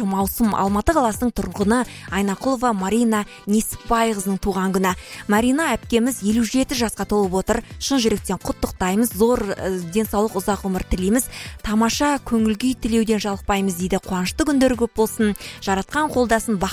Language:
Kazakh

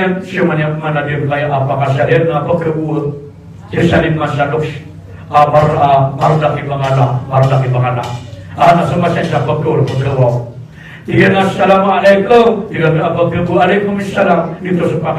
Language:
Maranao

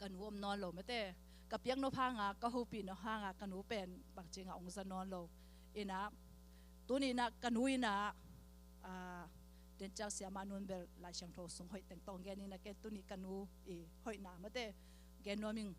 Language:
Tedim Chin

